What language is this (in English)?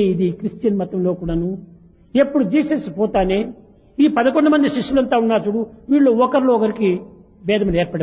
Telugu